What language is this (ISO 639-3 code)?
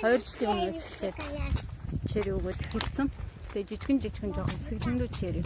mon